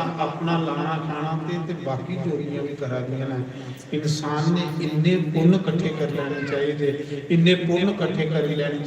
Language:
Dogri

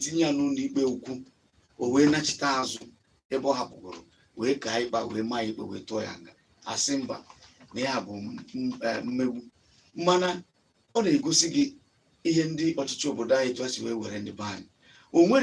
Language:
Igbo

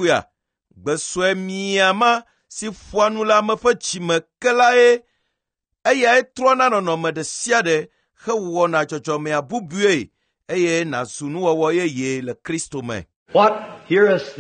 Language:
Ewe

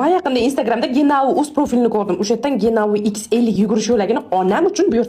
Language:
Uzbek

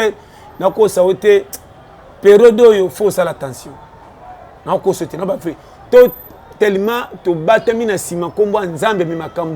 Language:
Lingala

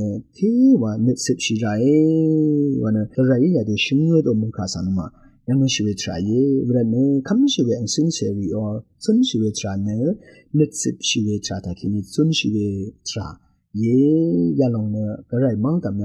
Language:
Rawang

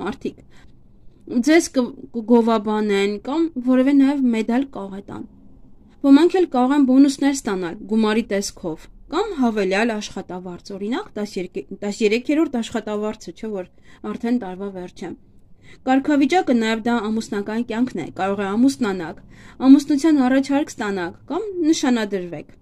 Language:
Armenian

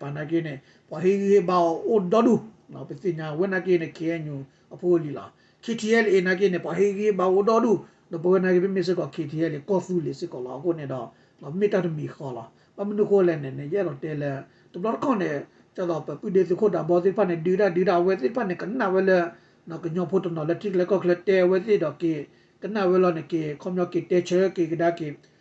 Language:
S'gaw Karen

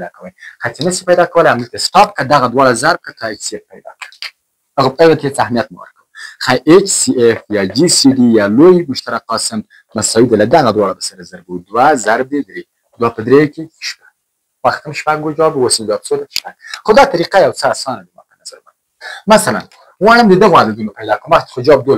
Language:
Pashto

